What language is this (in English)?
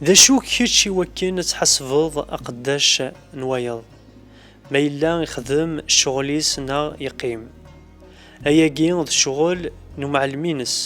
Kabyle